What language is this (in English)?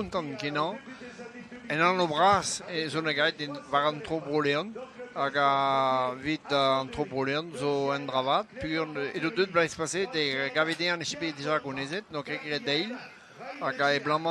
Breton